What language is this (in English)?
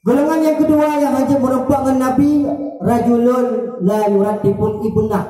Achinese